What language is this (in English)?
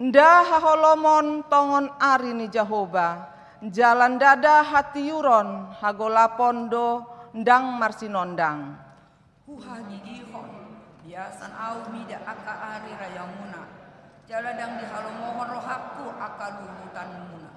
Batak Toba